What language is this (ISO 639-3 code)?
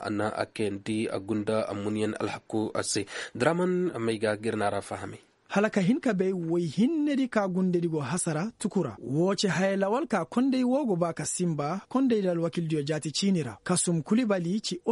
ses